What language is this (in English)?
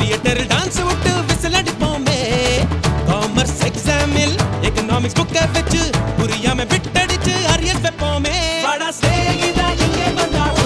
Tamil